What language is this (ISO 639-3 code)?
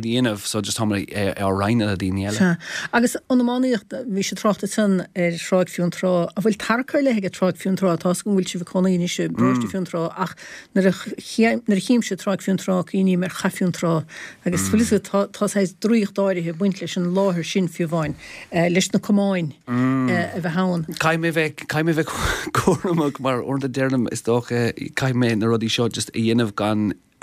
gle